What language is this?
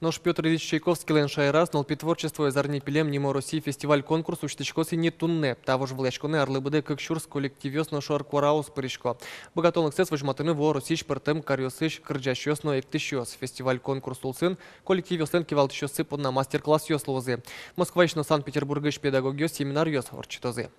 Udmurt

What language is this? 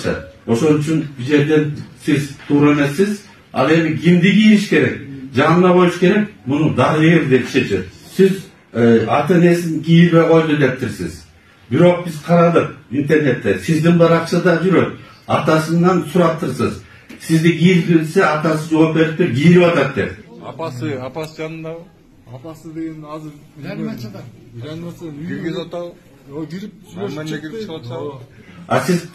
Kyrgyz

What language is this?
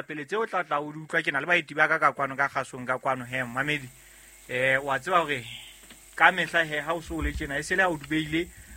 Southern Sotho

